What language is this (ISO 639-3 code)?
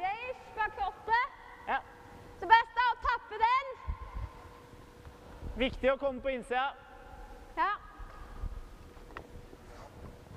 nor